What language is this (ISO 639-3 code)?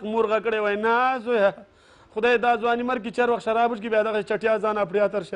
pus